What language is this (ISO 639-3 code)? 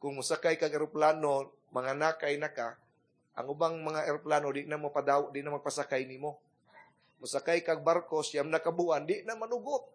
ceb